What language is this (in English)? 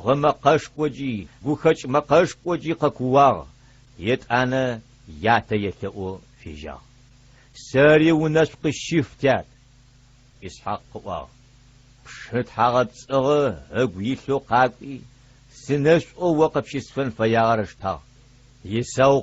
Adyghe